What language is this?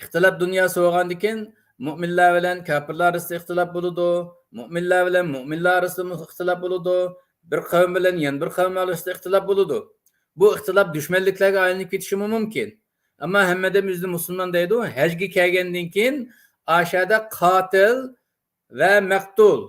Uyghur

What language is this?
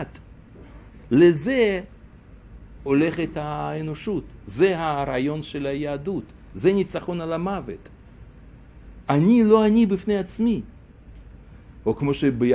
Hebrew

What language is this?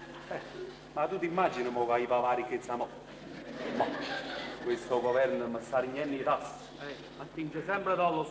Neapolitan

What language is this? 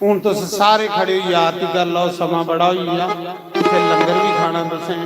Dogri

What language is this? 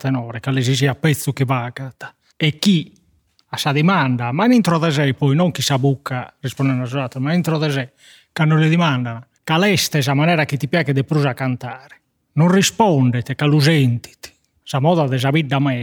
Sardinian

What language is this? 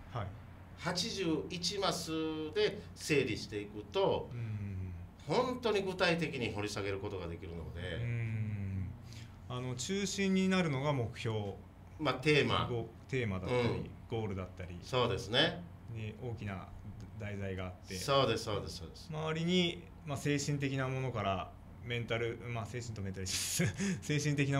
Japanese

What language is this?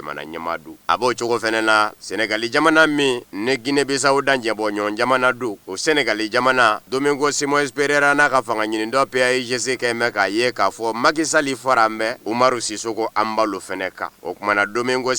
Bambara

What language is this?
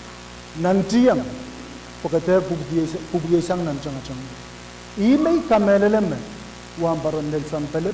Pohnpeian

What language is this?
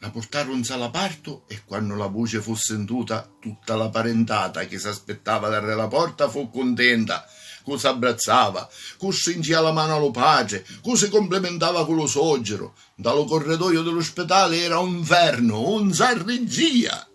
Sicilian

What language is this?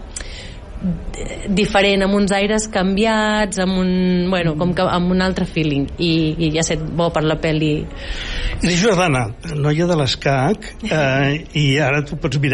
Catalan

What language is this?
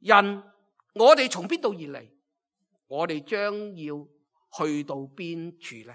Cantonese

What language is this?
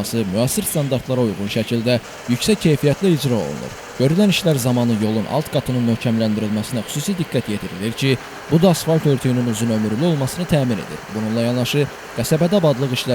Azerbaijani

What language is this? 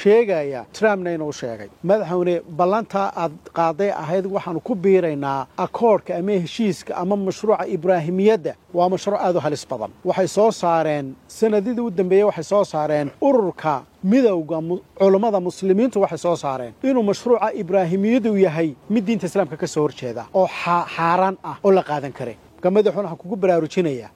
Somali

